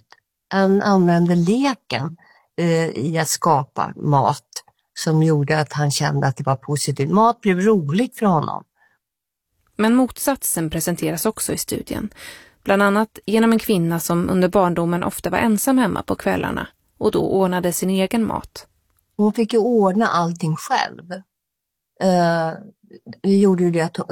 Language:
Swedish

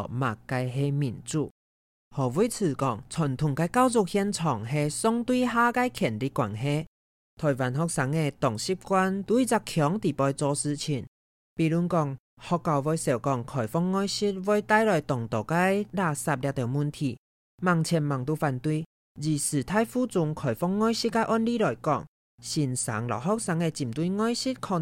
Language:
Hakka Chinese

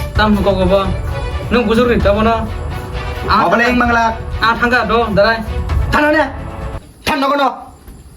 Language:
Kok Borok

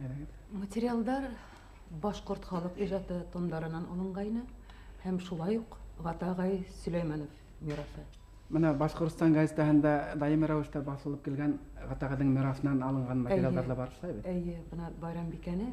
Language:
Bashkir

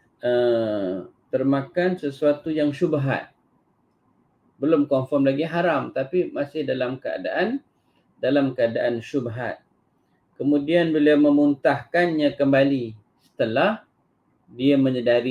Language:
Malay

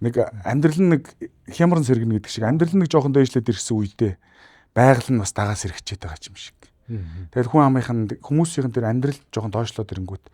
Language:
Mongolian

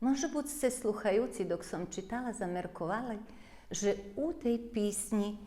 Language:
Rusyn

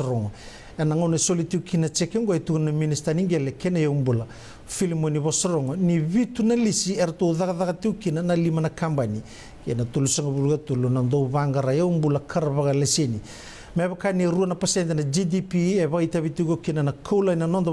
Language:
Fijian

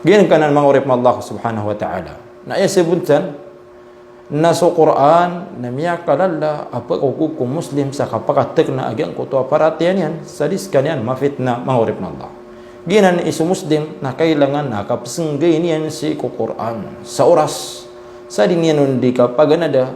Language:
Maranao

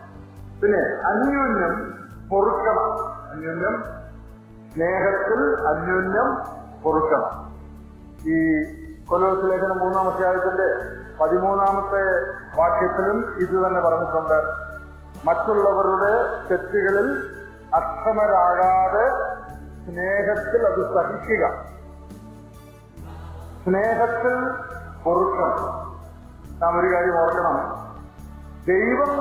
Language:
Malayalam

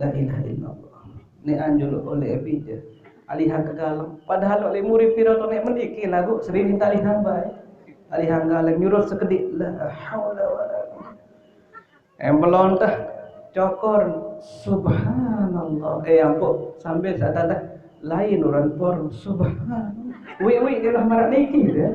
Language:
Sasak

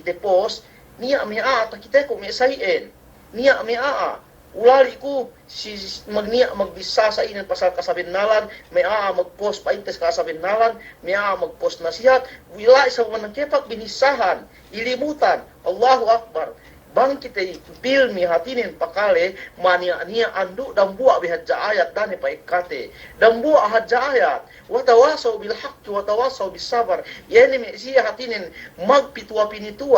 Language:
Yakan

